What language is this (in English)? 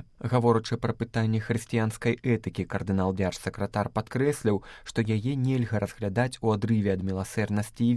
Belarusian